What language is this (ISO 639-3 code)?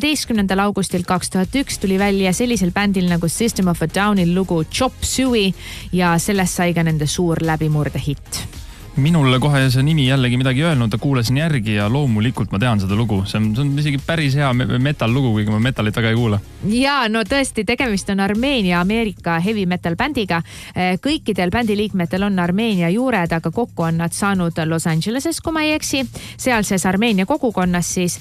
est